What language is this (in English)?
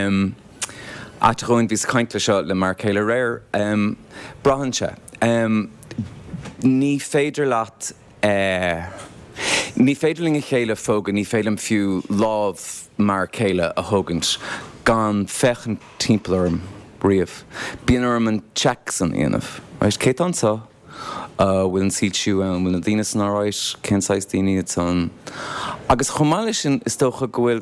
Irish